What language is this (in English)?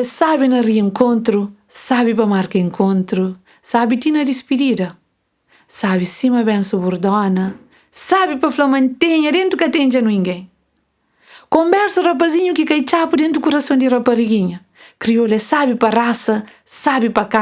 Kabuverdianu